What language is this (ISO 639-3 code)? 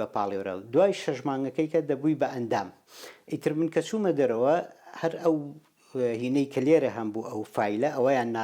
ckb